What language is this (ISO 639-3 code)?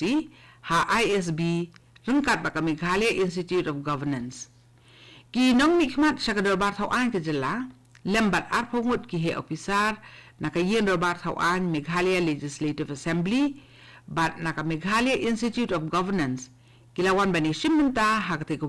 kha